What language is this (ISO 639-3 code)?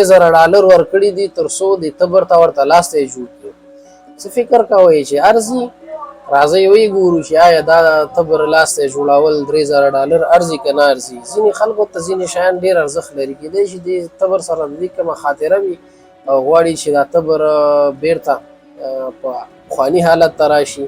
pus